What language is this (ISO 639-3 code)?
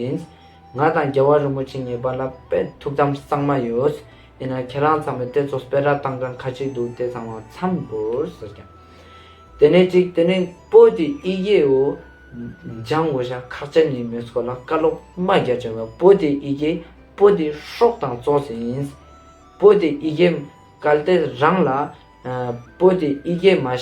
lbj